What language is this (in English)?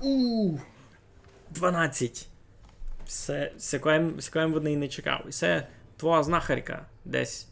Rusyn